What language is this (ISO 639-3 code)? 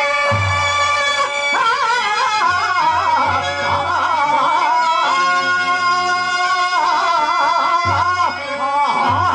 tel